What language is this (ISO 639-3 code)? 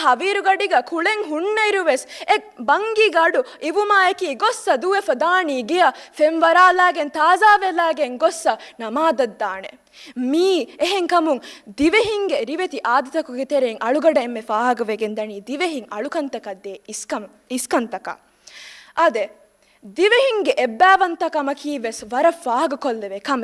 div